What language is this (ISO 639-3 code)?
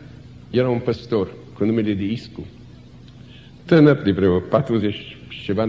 ron